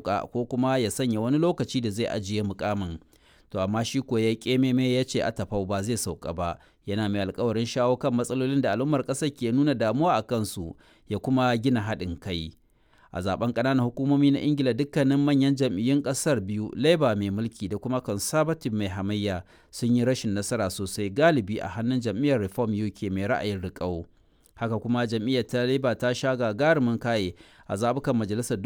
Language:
Hausa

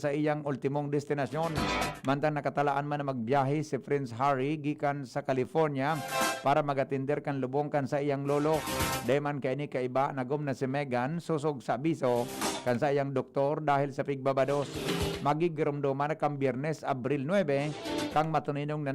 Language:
Bikol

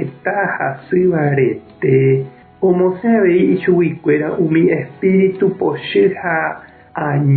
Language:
Guarani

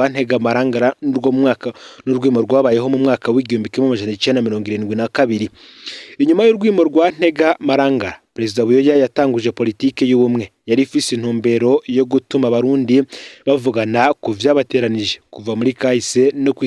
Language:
Rundi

